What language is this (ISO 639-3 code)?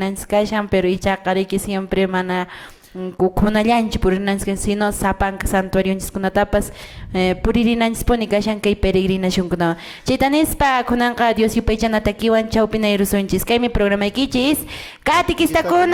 que